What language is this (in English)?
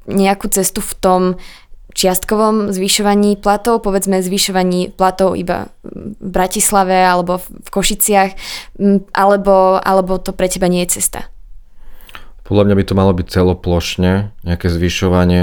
Slovak